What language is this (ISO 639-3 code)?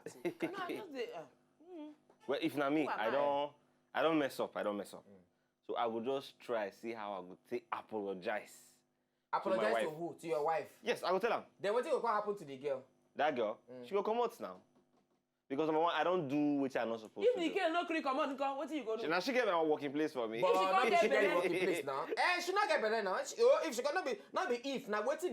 pcm